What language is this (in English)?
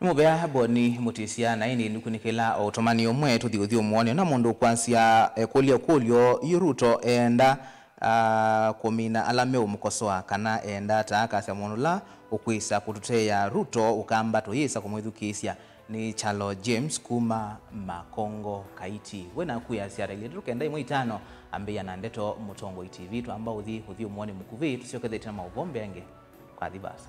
Kamba